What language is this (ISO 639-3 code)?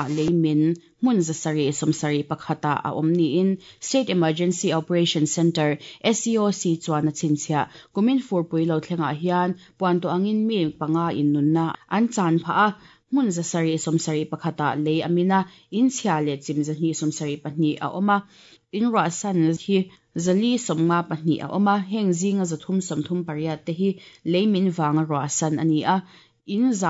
lus